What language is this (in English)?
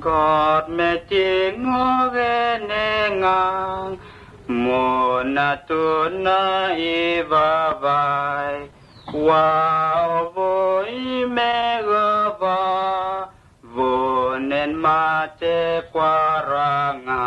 Vurës